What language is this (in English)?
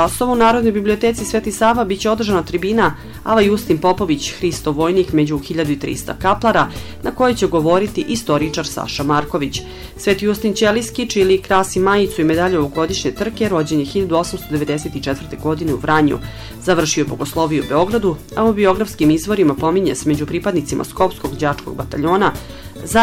Serbian